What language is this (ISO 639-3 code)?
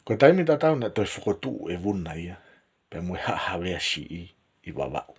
ton